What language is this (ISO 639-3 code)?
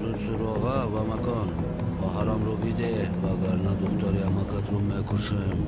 tgk